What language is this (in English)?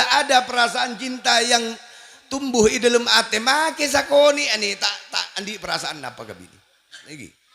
Madurese